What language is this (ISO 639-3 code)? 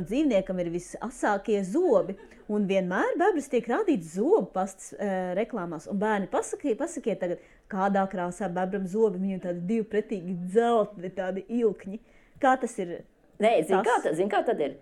lav